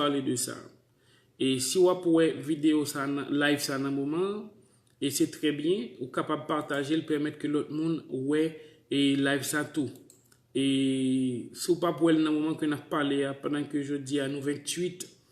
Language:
Haitian Creole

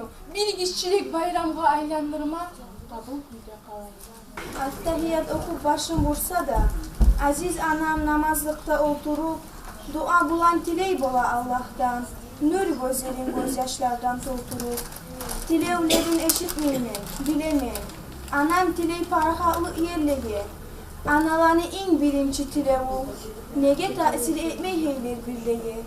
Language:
Kumyk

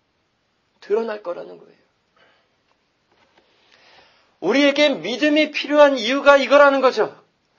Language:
Korean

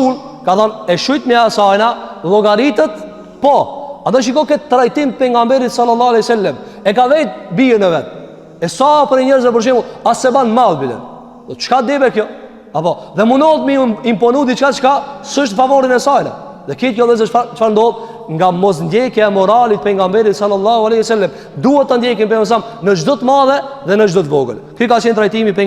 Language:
Albanian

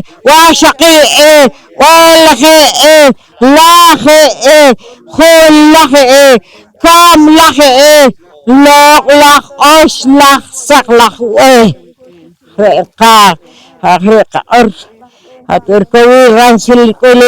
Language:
Poqomchi'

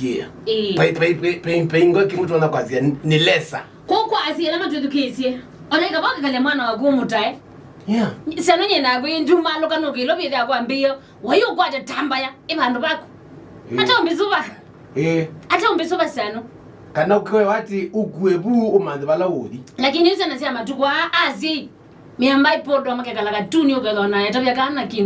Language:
Kamba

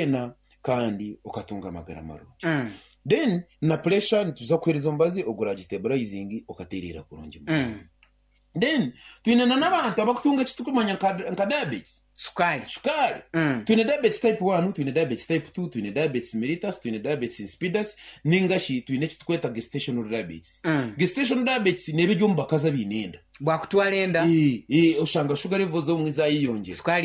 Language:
Nyankole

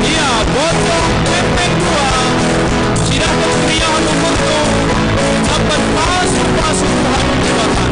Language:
Batak Karo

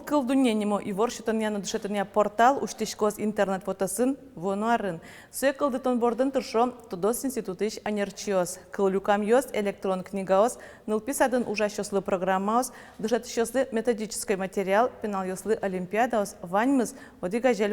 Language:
Udmurt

